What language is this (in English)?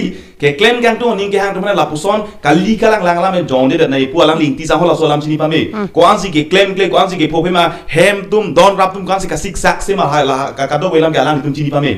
Karbi